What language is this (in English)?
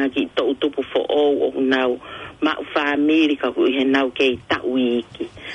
Tongan